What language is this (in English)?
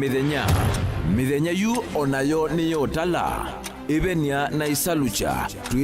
Kamba